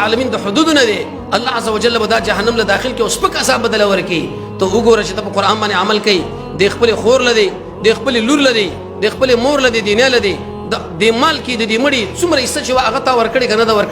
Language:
Pashto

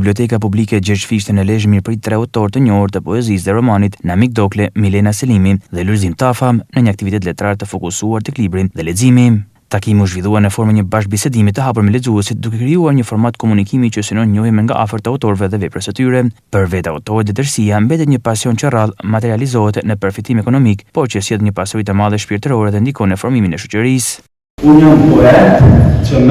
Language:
Albanian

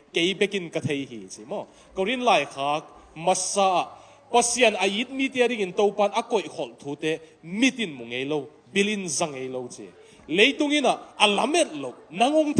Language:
Tedim Chin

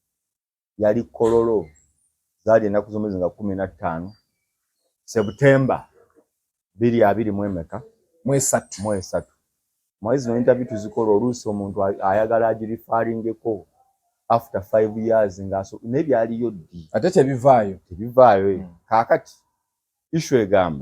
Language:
Ganda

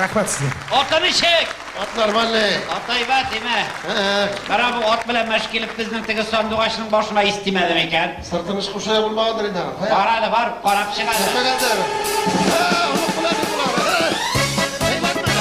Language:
Tatar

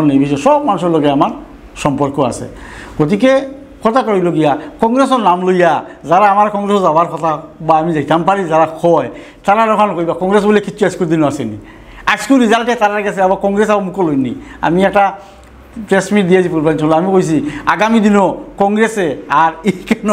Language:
Sylheti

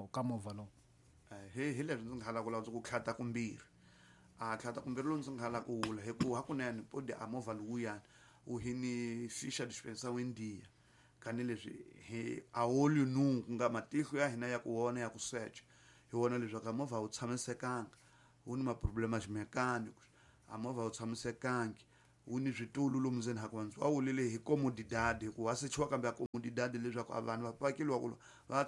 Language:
Tsonga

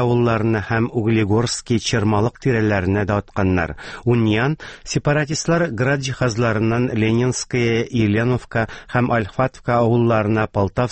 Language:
Tatar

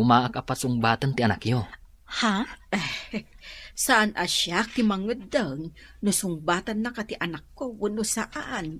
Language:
Iloko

